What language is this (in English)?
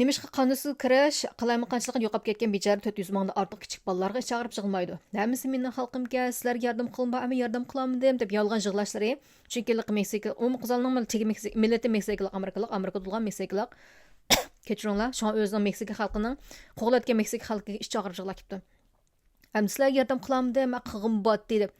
Uyghur